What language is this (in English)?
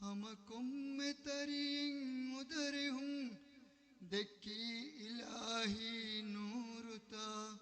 Divehi